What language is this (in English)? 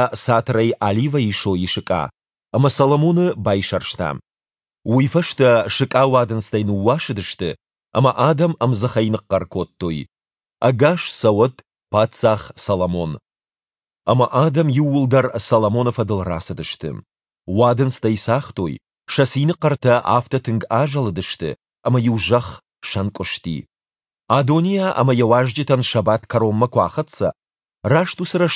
Ossetic